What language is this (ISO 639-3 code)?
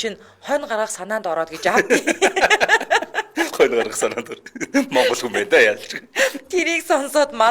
mon